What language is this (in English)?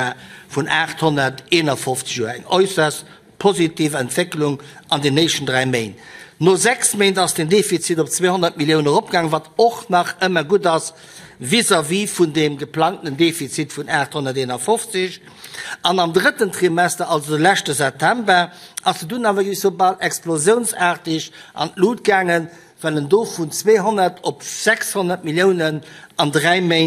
Luxembourgish